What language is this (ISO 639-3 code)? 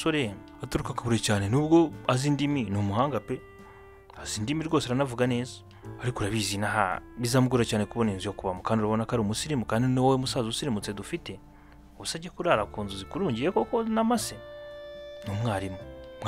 kin